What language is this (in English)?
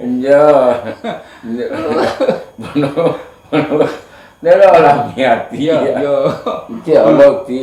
Gorontalo